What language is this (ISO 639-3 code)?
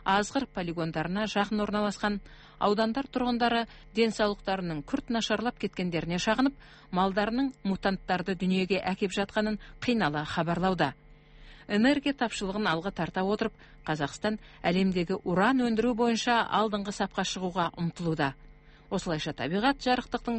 kaz